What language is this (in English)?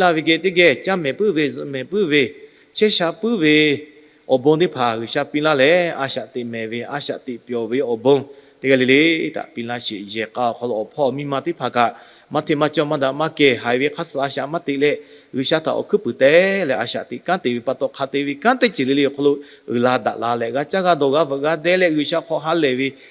Lahu